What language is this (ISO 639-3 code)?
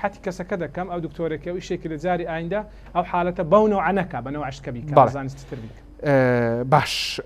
ckb